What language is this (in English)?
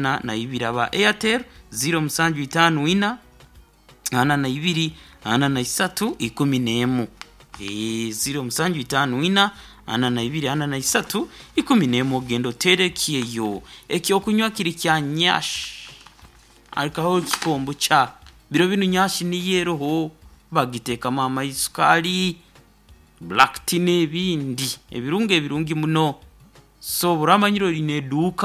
Nyoro